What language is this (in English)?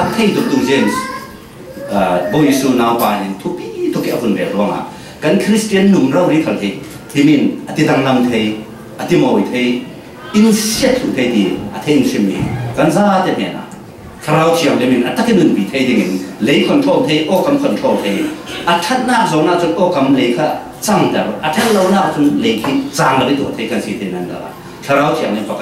Falam Chin